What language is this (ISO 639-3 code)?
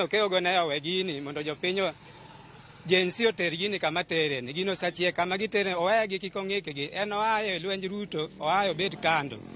luo